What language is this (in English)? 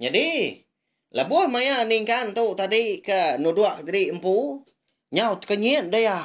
Iban